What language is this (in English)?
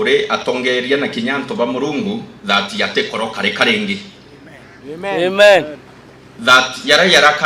Meru